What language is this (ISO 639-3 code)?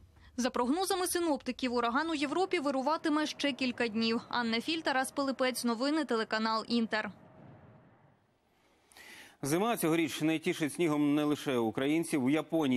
ukr